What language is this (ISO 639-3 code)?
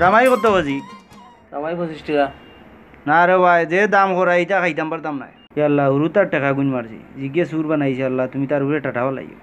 syl